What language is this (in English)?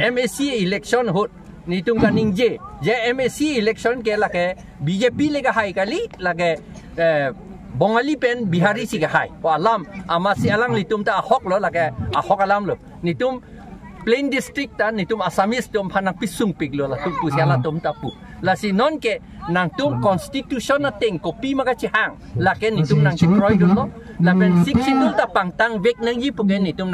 Karbi